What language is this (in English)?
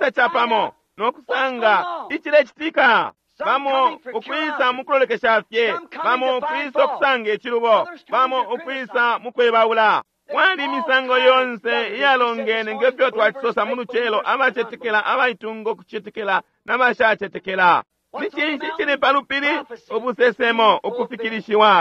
Bemba